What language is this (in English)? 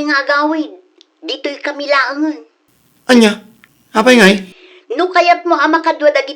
Iloko